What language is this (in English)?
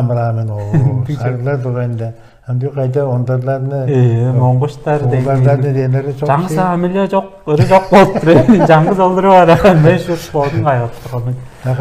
Tuvinian